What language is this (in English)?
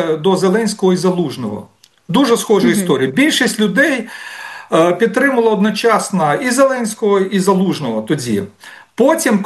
Ukrainian